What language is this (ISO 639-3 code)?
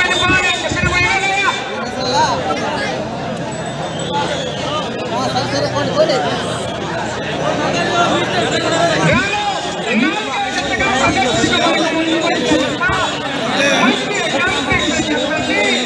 tel